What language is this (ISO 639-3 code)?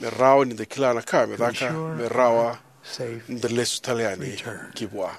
fij